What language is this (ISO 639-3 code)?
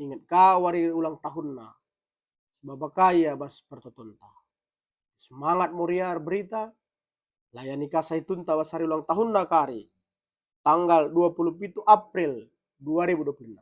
btx